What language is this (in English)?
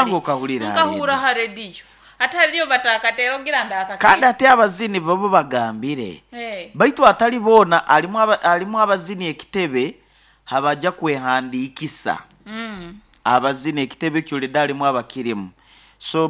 Nyoro